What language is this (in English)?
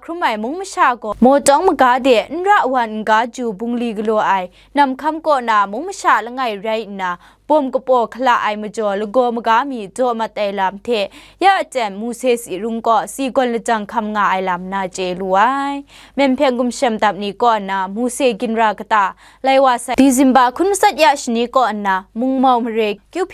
Kachin